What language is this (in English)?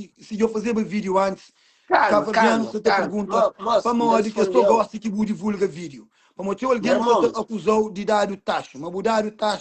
Kabuverdianu